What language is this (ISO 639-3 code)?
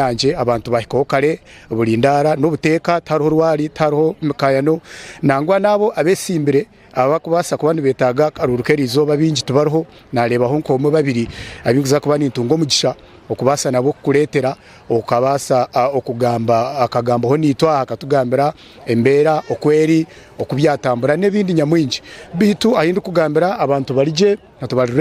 nyn